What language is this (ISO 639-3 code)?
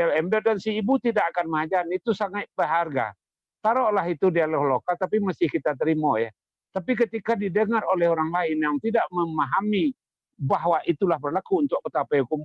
min